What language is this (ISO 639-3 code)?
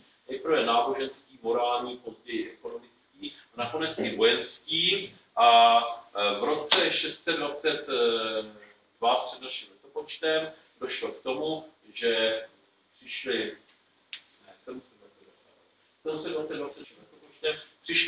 ces